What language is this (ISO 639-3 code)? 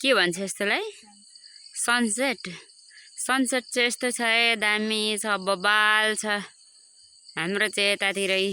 nep